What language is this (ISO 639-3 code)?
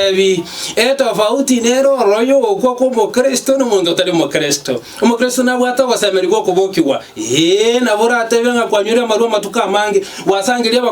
guz